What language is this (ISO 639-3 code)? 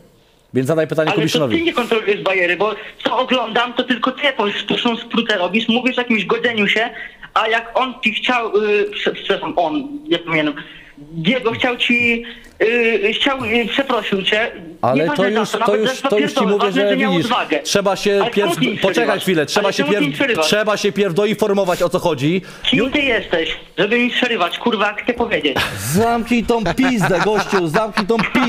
pol